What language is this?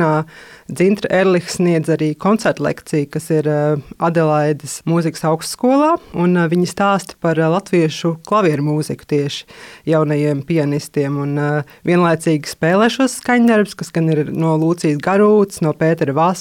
Latvian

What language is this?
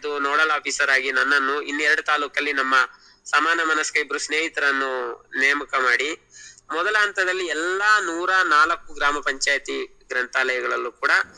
Kannada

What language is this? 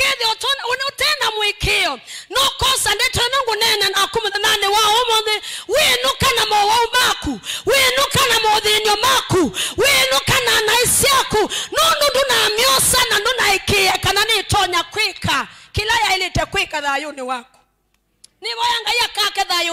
Kamba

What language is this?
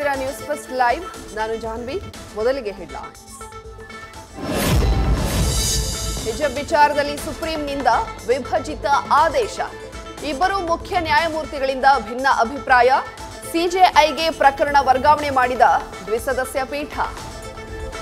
Kannada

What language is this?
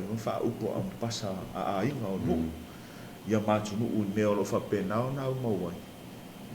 Samoan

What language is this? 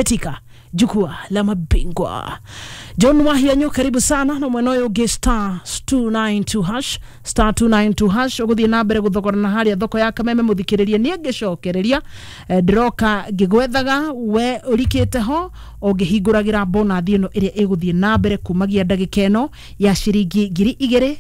Kikuyu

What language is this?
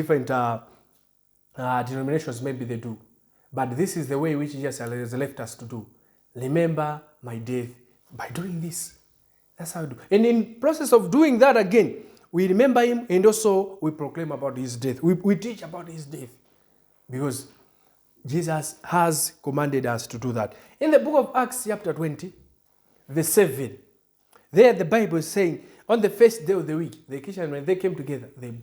English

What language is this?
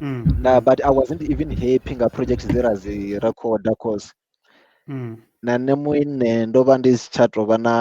Venda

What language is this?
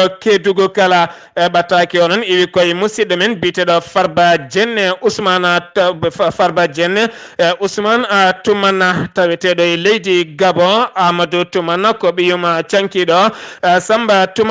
Fula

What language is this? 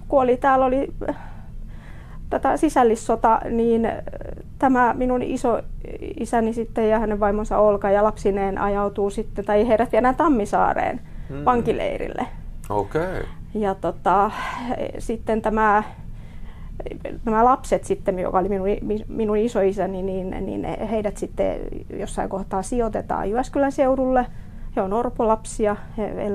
Finnish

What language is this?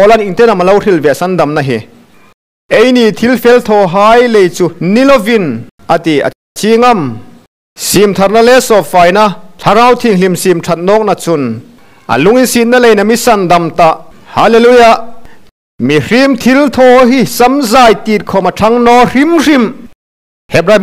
Hmar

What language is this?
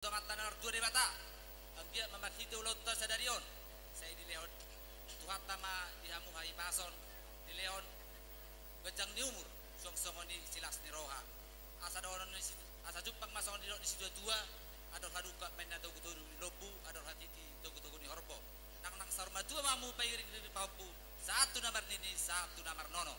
Batak Toba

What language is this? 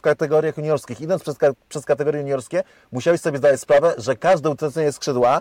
Polish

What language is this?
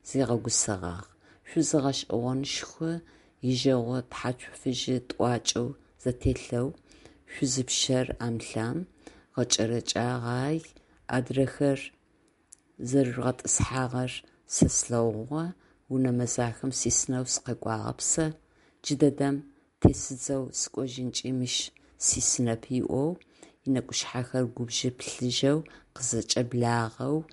Adyghe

